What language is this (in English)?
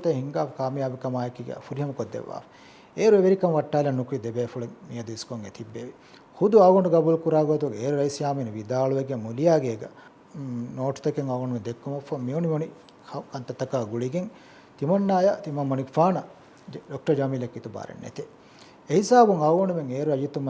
Divehi